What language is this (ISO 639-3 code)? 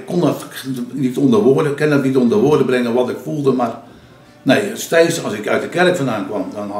nld